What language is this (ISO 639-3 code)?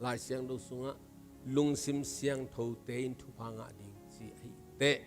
ctd